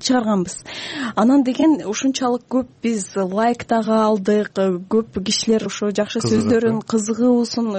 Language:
Kyrgyz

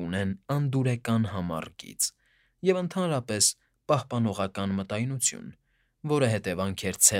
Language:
Armenian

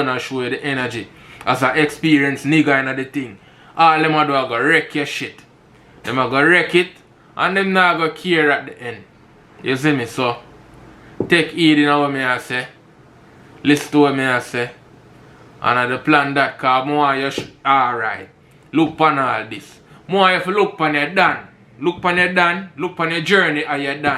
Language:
Jamaican Creole English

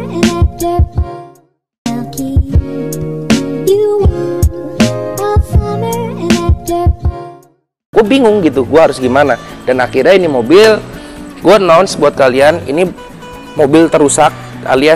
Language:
Indonesian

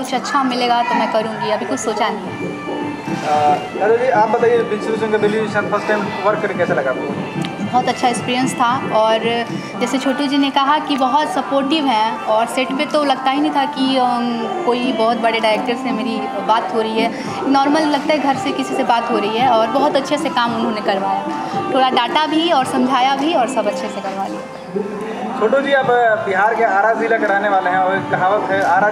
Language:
Hindi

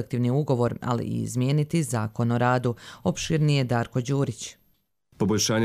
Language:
Croatian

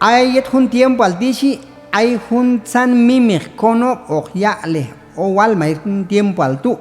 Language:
Q'anjob'al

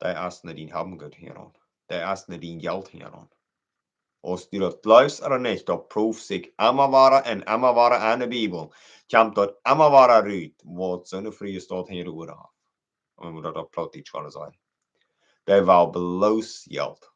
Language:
Plautdietsch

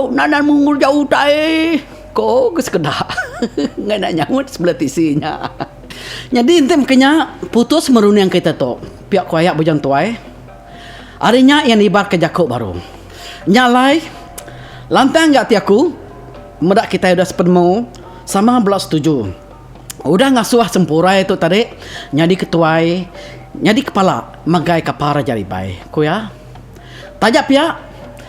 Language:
Iban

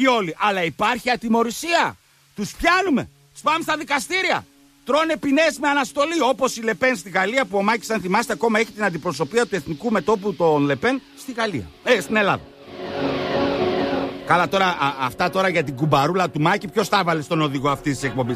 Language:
Greek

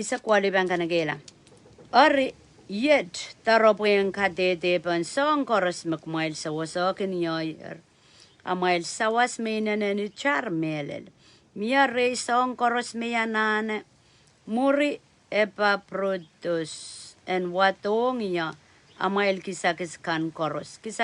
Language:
Pohnpeian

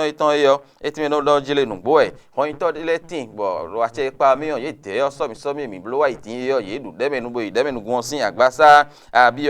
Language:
Fon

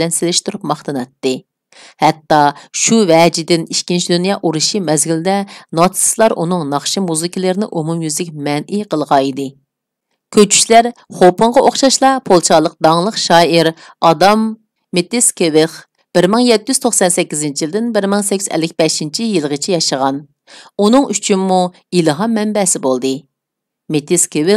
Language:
Uyghur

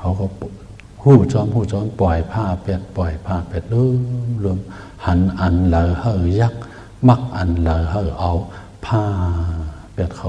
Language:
Shan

